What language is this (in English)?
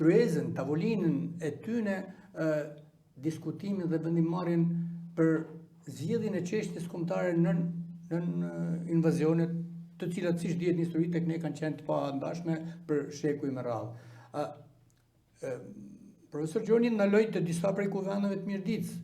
Albanian